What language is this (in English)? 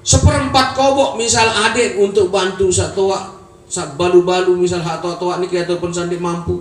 Sasak